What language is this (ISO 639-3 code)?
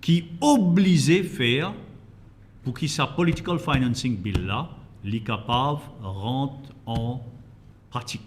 mfe